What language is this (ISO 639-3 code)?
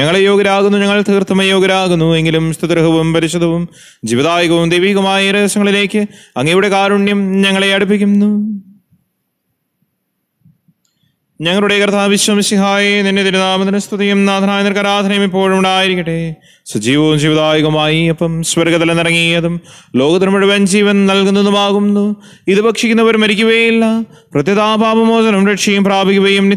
mal